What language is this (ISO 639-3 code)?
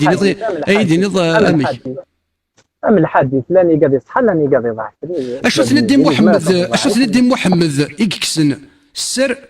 kab